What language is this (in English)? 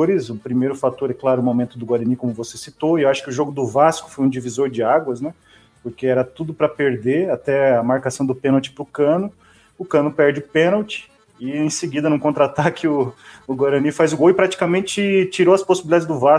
Portuguese